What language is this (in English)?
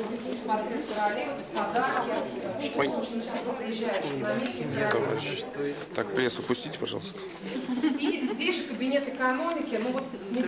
Russian